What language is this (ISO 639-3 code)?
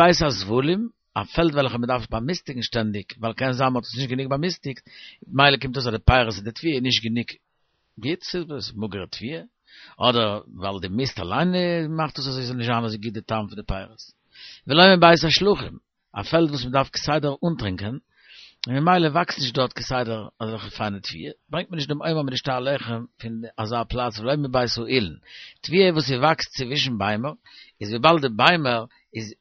yid